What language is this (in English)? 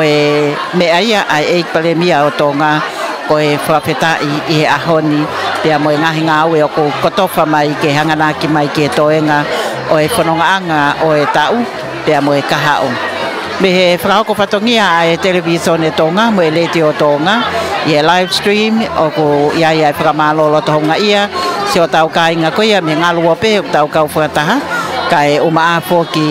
Tongan